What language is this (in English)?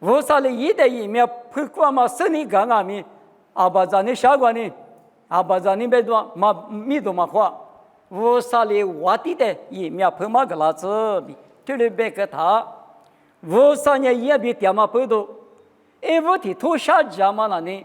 Lisu